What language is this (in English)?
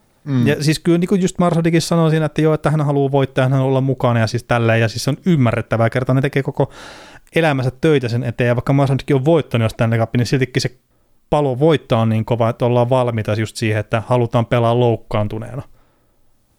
Finnish